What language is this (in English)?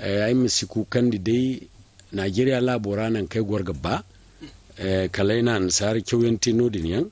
Zarma